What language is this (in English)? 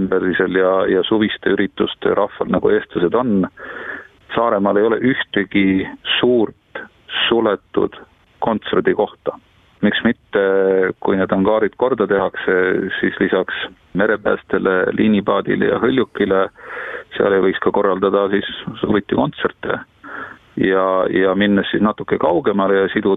Estonian